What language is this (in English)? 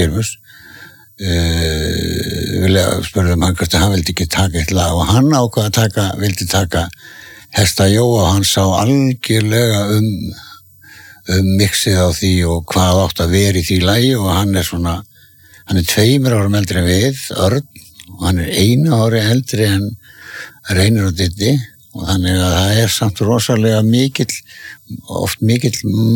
Icelandic